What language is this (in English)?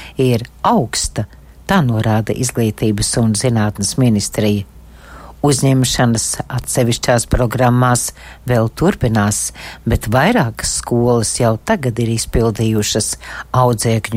Latvian